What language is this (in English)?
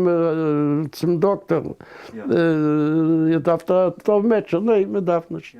Yiddish